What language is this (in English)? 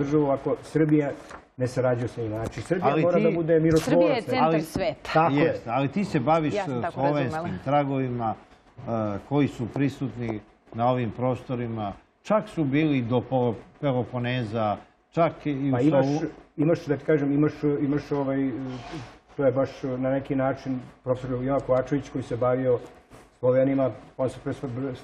Serbian